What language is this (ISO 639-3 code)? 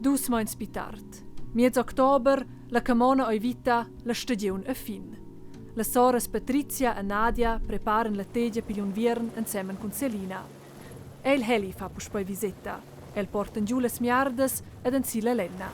roh